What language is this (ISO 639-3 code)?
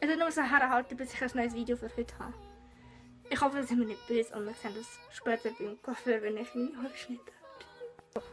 gsw